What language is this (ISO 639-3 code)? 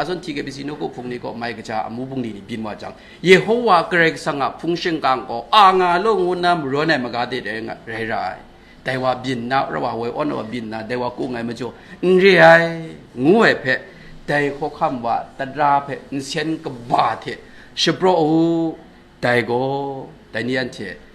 kac